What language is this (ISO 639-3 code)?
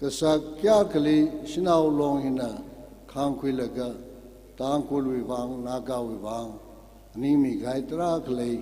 nmf